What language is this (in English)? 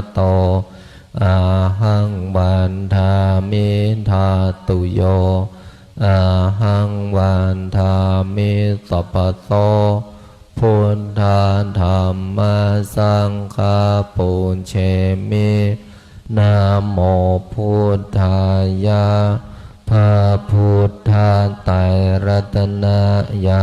Pali